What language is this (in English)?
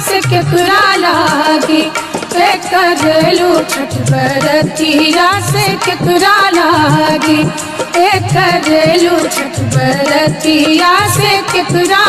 Bhojpuri